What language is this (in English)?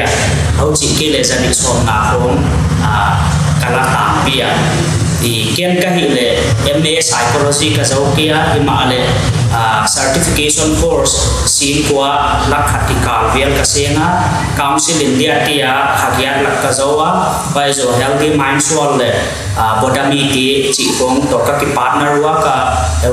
Paite Chin